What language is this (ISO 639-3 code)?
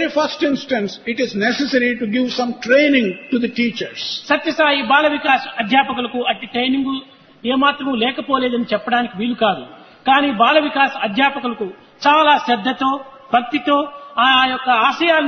tel